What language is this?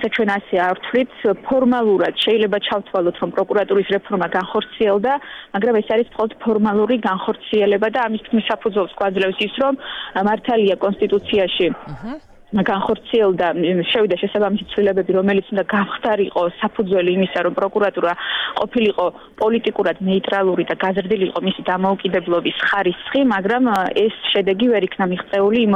Georgian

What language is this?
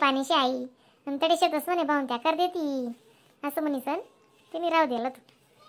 Khandesi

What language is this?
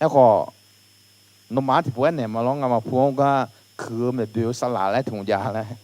Akha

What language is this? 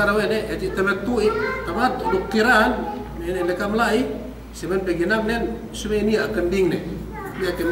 Yakan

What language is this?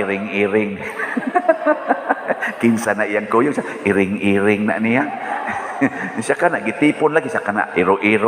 Cebuano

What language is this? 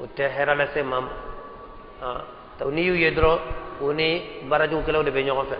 Bambara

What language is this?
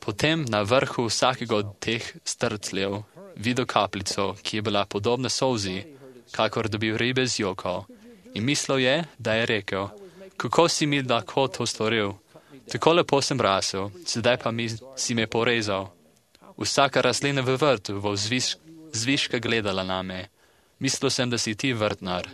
Slovenian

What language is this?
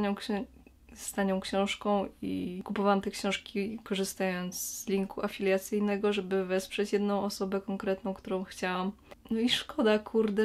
Polish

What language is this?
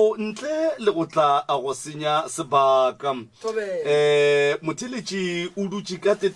Northern Sotho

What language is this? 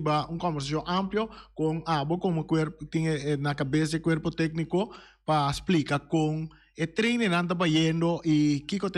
Papiamento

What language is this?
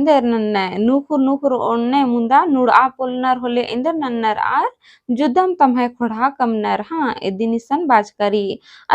Kurukh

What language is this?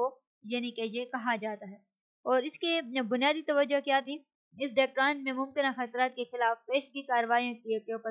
Urdu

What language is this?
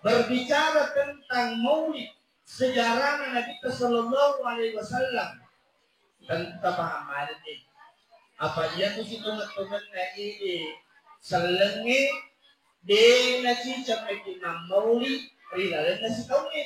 Buginese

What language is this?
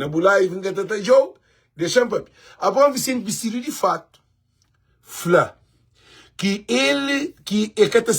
Kabuverdianu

